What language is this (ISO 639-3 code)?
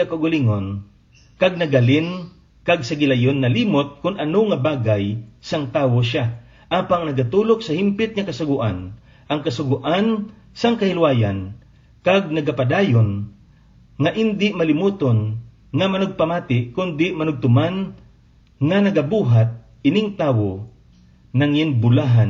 hil